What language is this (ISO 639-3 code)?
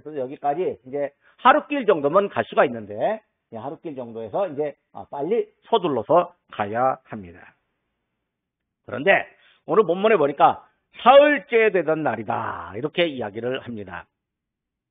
kor